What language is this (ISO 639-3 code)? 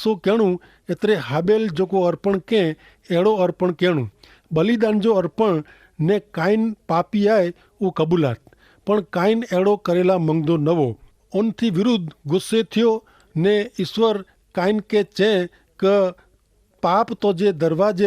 kfr